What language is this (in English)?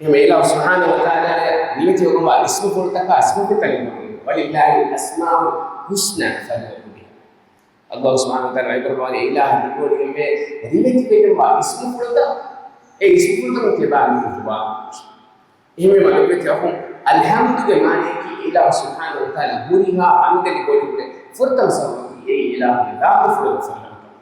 Divehi